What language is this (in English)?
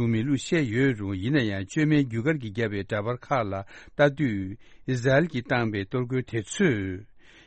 Tibetan